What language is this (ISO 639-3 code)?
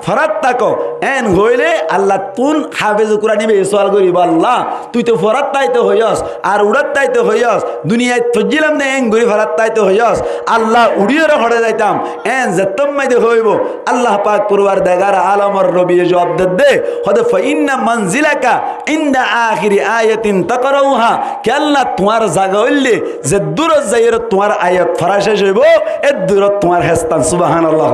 rhg